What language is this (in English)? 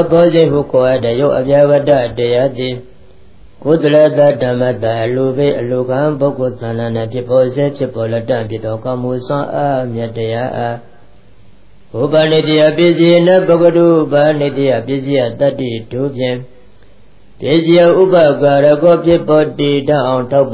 Burmese